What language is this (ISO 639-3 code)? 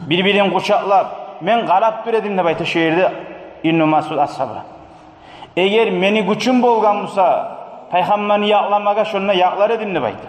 kum